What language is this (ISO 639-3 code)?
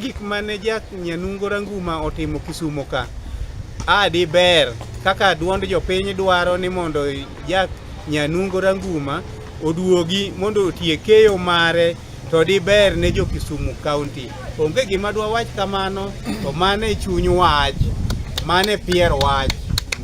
luo